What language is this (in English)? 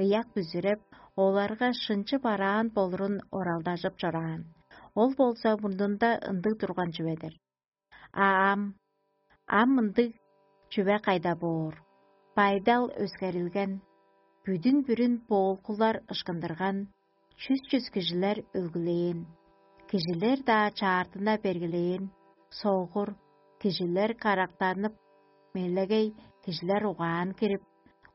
Tuvinian